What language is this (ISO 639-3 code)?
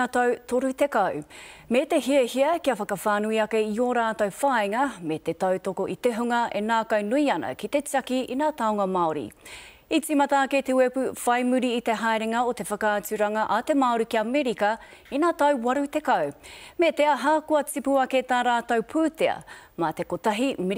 mri